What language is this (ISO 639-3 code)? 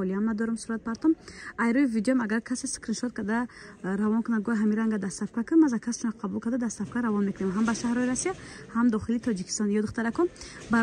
tgk